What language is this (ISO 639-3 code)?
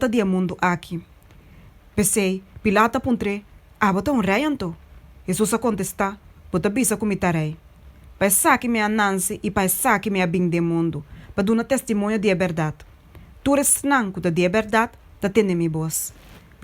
pap